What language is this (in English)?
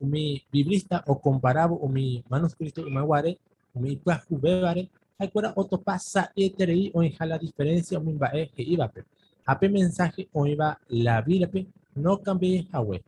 Guarani